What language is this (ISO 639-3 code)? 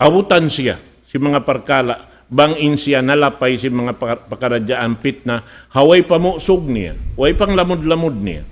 tsg